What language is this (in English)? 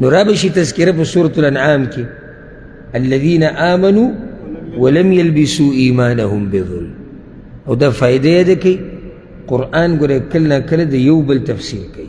Pashto